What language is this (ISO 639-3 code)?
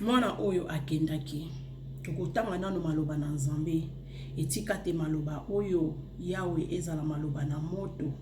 lin